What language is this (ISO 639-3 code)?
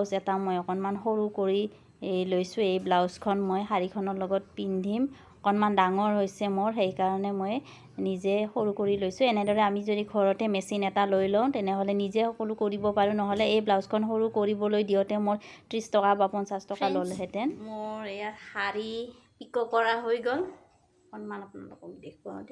asm